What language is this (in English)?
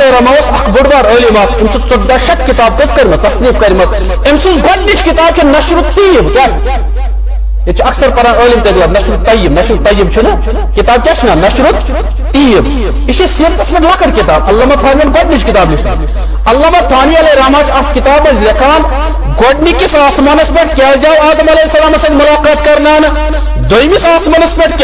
Kashmiri